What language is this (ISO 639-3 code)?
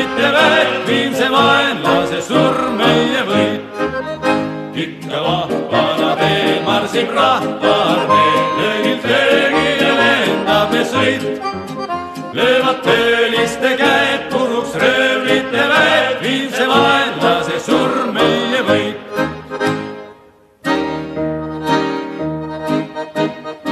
est